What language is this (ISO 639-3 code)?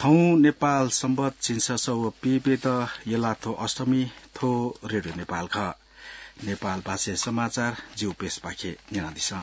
new